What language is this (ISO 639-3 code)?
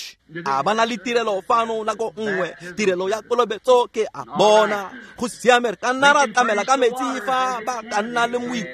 tsn